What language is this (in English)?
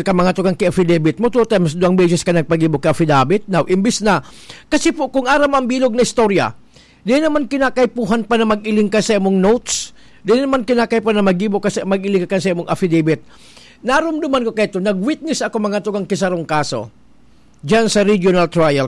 Bikol